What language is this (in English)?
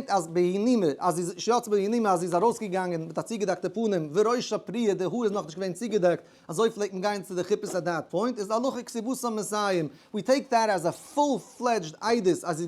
Yiddish